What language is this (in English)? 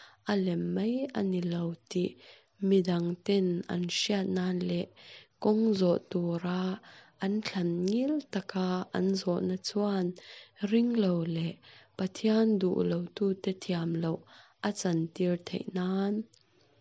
Mizo